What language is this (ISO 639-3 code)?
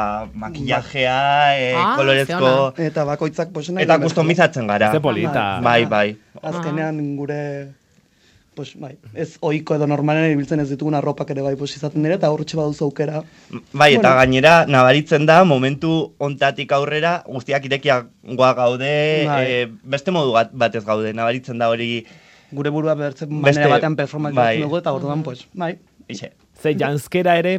eus